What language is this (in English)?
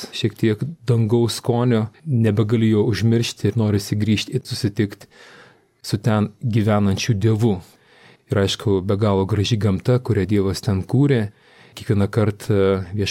Lithuanian